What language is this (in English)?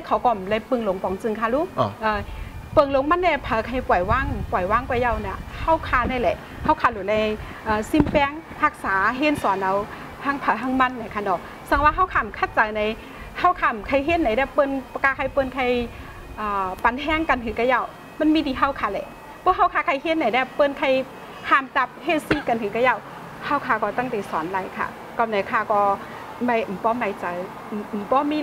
Shan